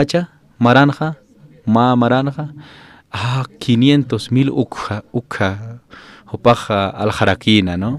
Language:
Aymara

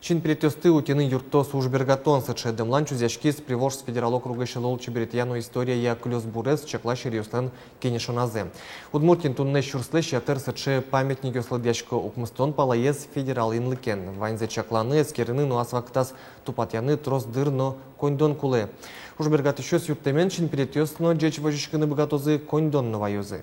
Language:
Udmurt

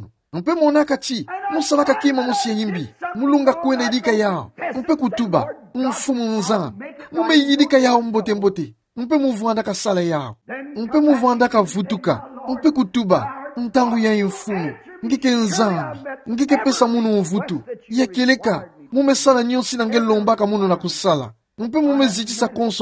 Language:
Kituba (Democratic Republic of Congo)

